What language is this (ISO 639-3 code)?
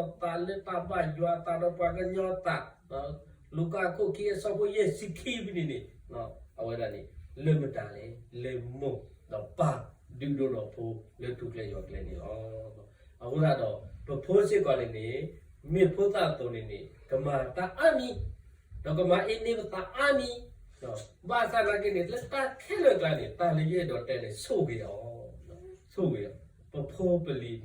ksw